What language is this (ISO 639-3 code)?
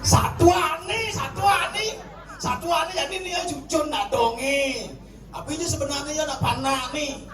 ban